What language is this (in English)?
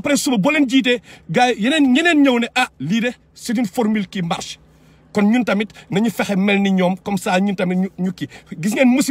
Wolof